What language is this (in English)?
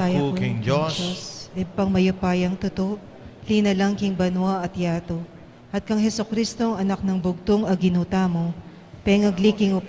Pampanga